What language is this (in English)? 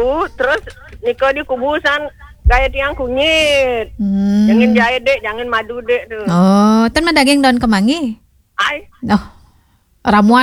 Balinese